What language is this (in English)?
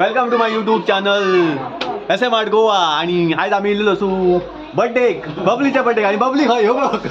Konkani